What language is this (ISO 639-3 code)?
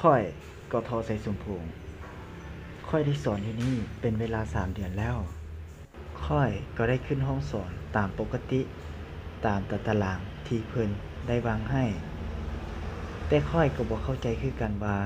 lao